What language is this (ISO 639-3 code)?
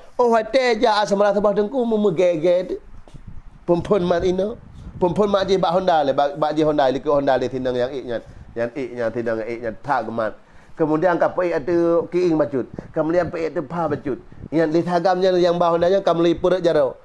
ace